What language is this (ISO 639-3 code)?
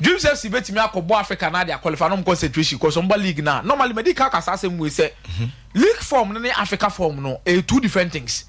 aka